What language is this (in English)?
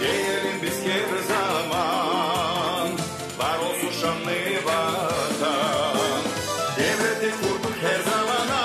Gagauz